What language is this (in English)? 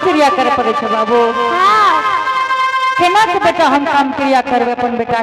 Angika